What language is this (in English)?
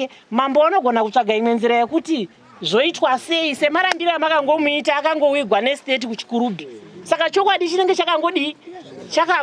Shona